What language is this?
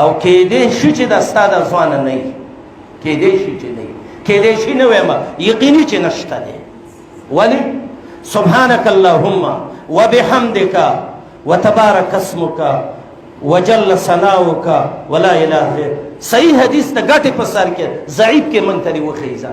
Pashto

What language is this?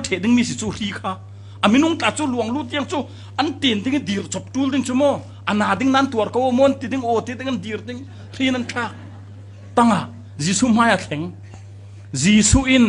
Falam Chin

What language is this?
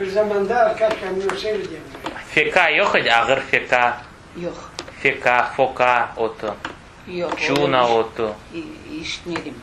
Crimean Tatar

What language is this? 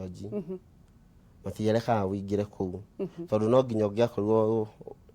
Kikuyu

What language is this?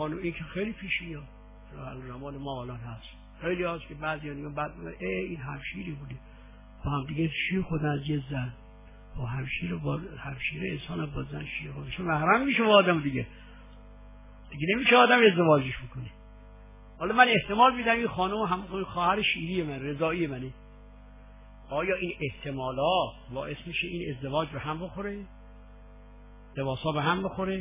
Persian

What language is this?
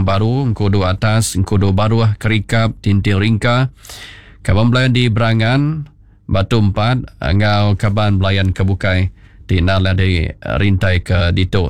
Iban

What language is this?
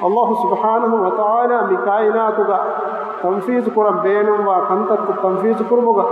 Divehi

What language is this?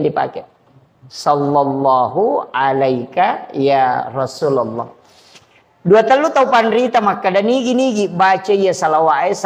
Buginese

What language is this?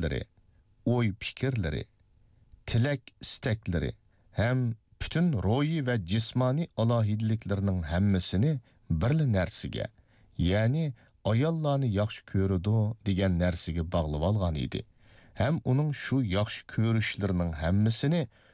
Uyghur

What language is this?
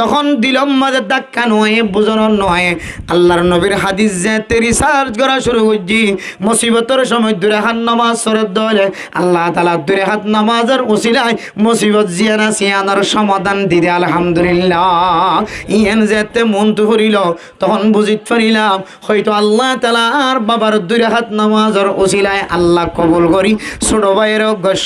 Rohingya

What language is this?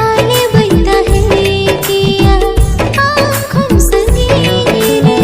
Santali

